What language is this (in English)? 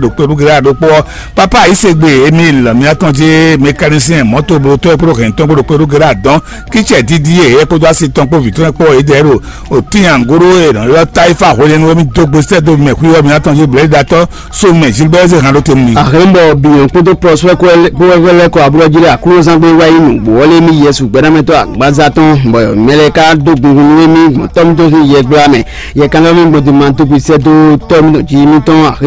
Fon